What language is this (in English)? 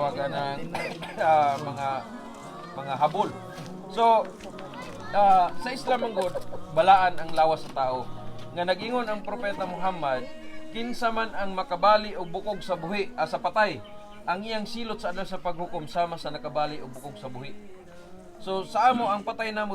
Cebuano